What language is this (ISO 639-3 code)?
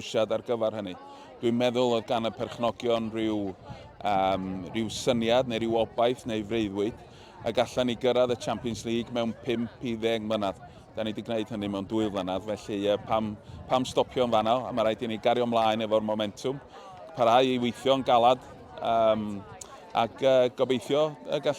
cym